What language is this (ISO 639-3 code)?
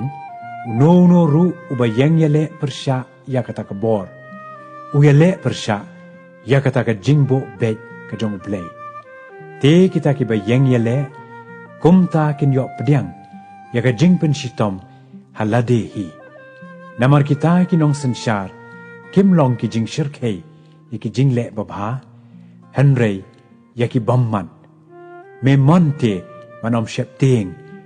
kha